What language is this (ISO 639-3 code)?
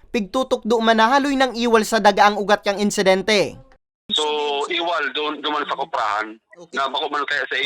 bik